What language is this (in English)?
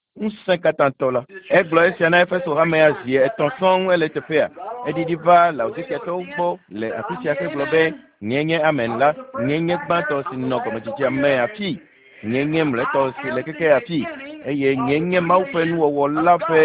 Ewe